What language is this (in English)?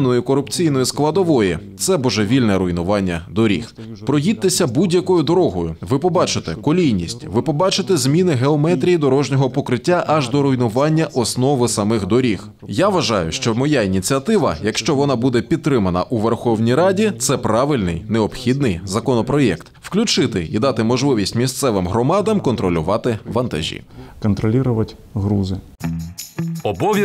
Ukrainian